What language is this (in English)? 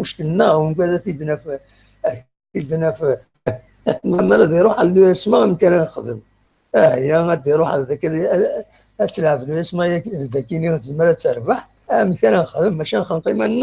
Kabyle